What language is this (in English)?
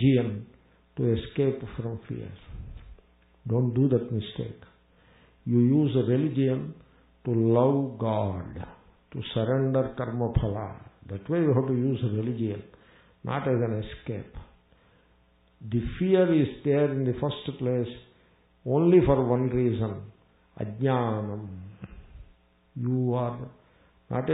English